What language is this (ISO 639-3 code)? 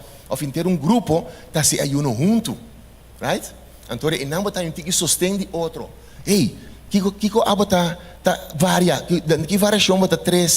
pap